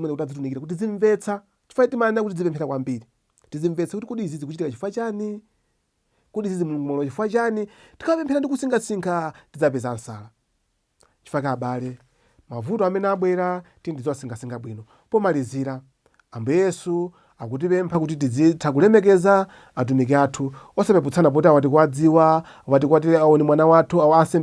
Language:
Nyanja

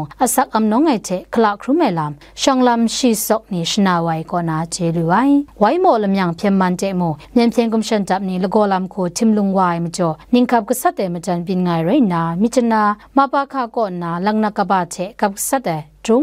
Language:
Kachin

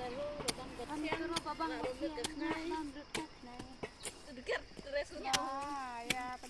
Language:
Khasi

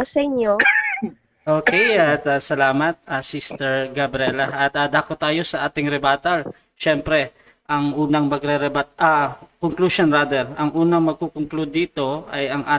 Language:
Filipino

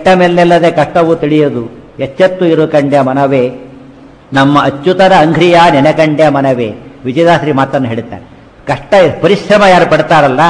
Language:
Kannada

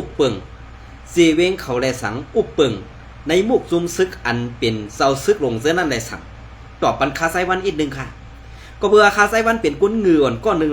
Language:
Shan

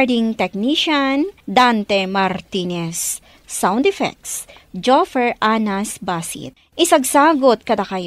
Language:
Iloko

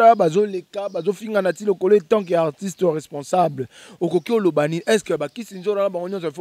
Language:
Lingala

